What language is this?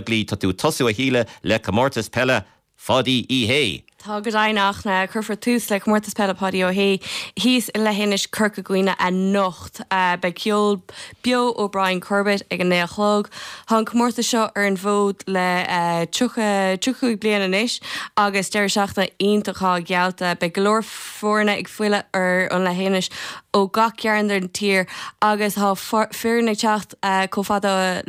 Irish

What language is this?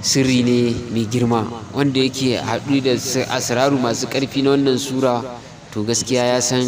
Hausa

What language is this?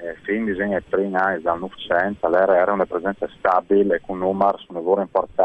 Friulian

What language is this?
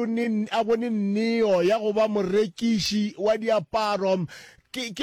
Northern Sotho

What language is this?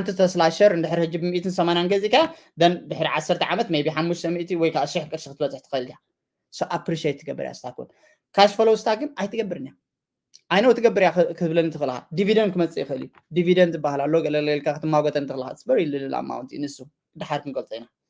Tigrinya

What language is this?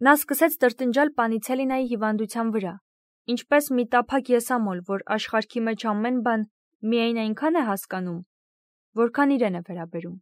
Armenian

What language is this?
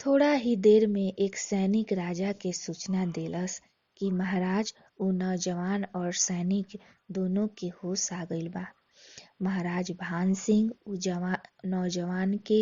Bhojpuri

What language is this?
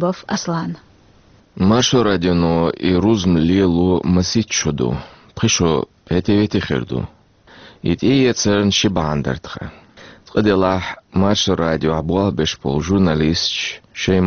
Chechen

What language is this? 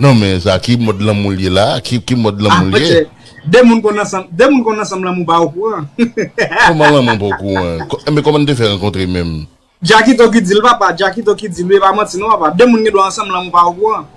Haitian Creole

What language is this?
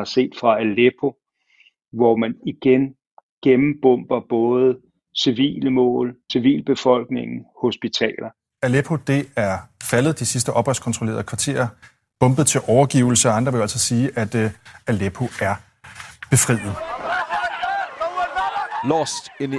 Danish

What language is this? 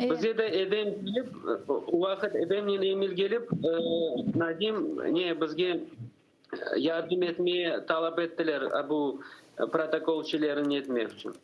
Crimean Tatar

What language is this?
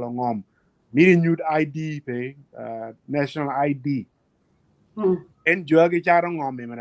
Acoli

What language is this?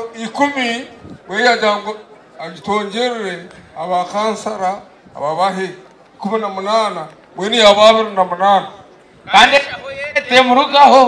Nyankole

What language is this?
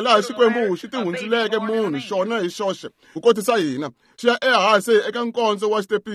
Tsonga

